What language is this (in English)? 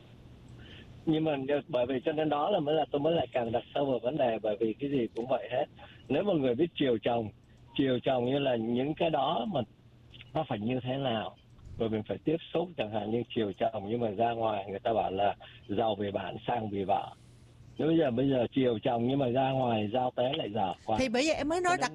Vietnamese